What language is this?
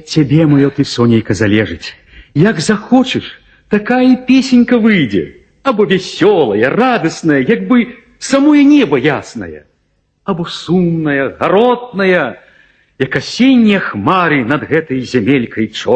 Belarusian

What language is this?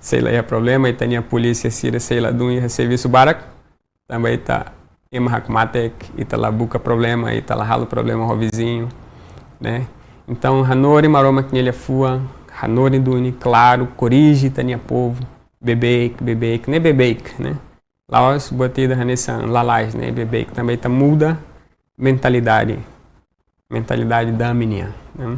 Tetum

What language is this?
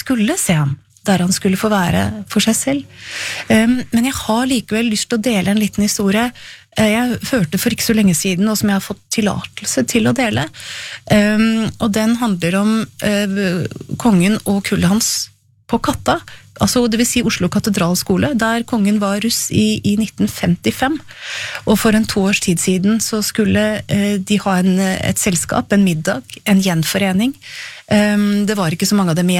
Norwegian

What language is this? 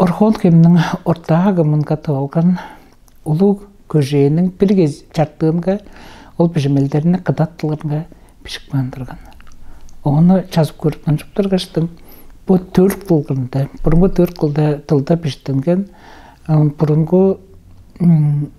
Tuvinian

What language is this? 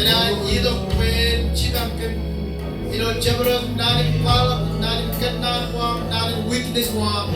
Marshallese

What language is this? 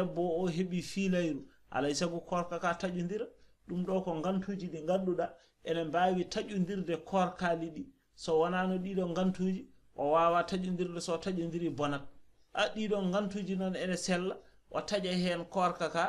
Fula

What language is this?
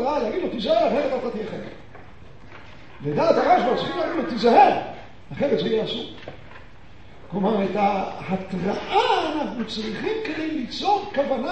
Hebrew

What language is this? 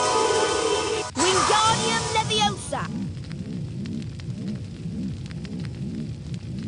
English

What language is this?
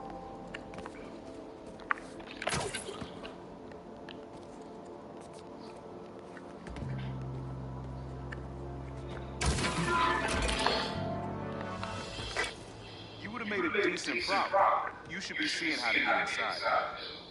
English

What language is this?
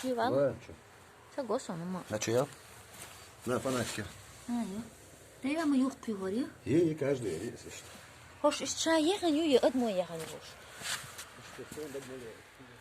Chechen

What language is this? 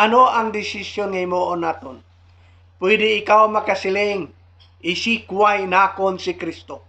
Hiligaynon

